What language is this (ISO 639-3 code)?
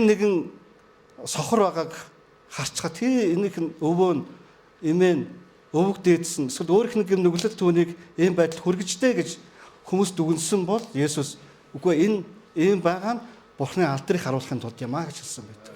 mon